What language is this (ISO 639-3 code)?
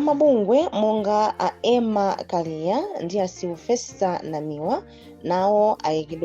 nya